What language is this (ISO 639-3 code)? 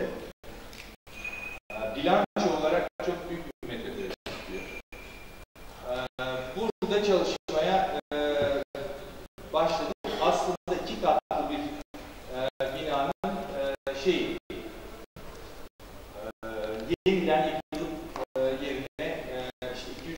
tur